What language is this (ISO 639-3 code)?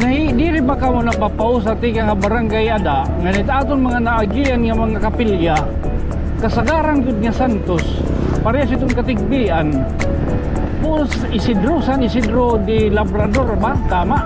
war